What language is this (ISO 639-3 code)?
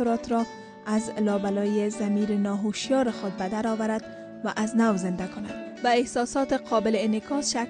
fas